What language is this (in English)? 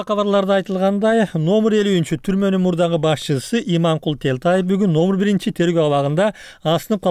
Kyrgyz